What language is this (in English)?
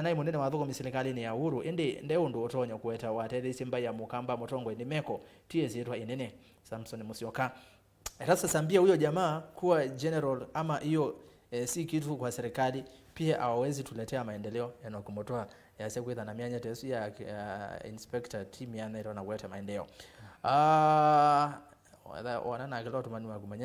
Kamba